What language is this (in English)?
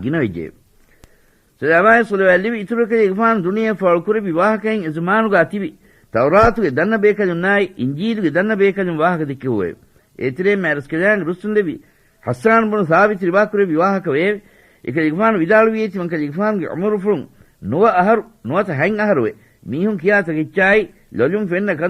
Divehi